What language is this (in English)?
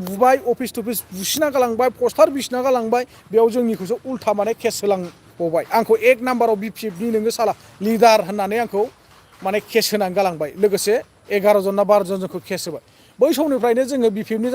Bodo